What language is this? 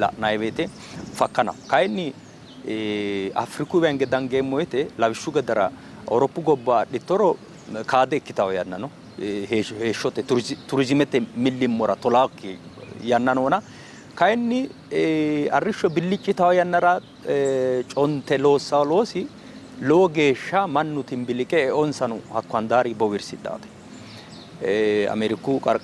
Sidamo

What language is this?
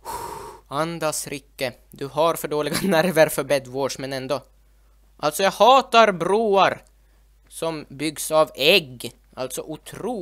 Swedish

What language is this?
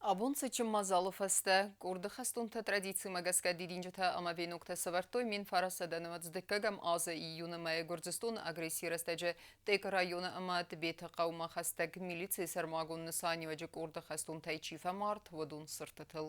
Ossetic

